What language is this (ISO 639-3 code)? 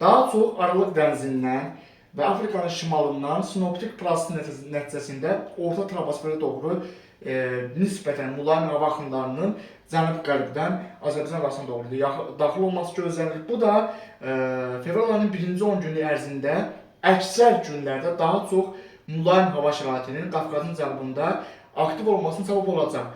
aze